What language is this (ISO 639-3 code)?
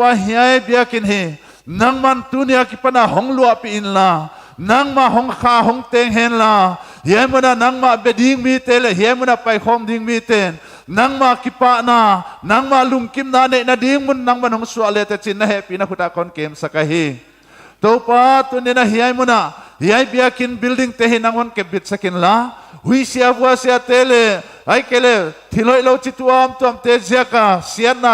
pck